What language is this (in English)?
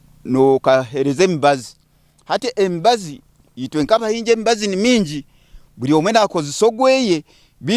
Nyankole